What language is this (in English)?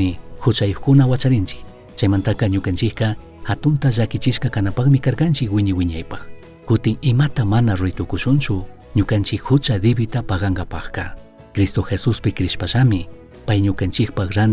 Chimborazo Highland Quichua